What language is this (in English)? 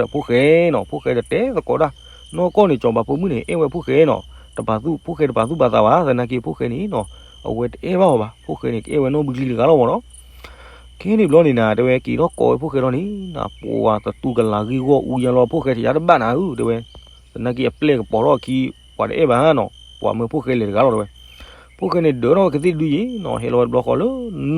S'gaw Karen